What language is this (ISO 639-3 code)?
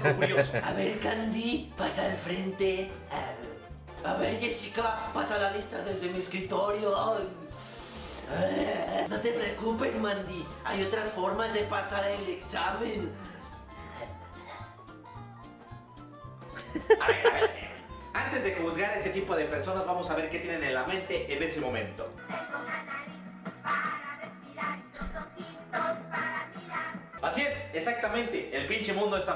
spa